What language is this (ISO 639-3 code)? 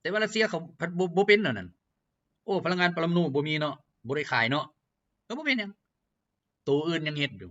lao